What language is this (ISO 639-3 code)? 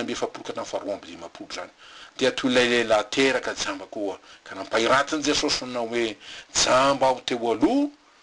mlg